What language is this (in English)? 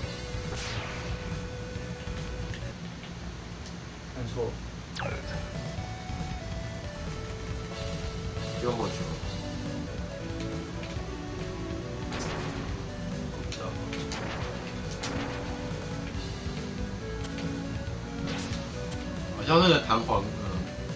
Chinese